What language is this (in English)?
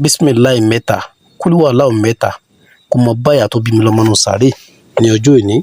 Yoruba